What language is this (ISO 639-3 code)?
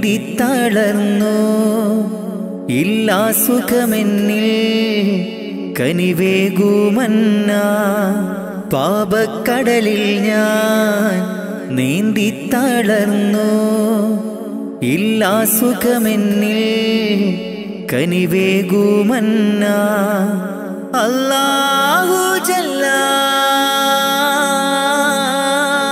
mal